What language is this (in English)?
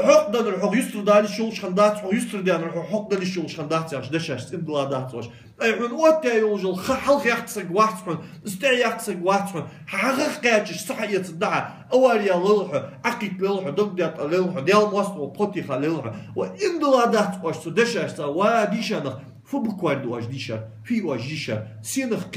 Ingush